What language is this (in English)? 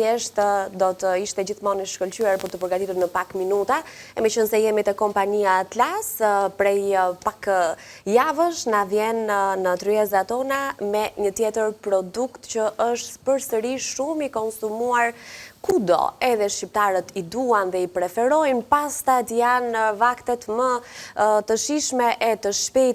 Albanian